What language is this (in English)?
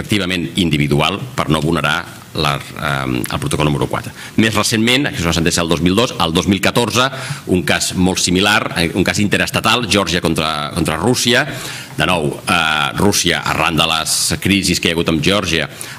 Catalan